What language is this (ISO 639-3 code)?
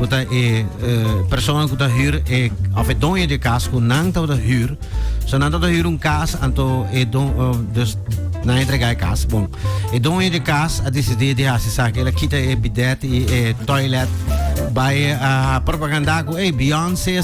pap